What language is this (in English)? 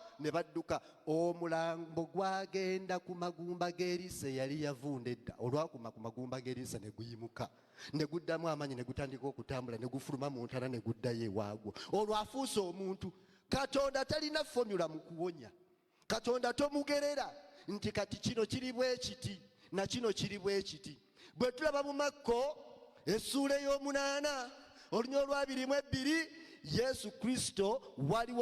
Ganda